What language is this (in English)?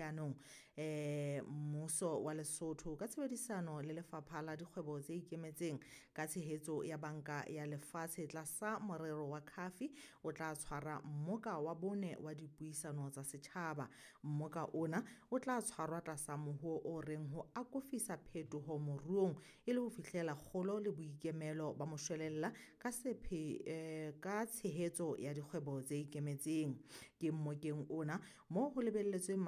Southern Sotho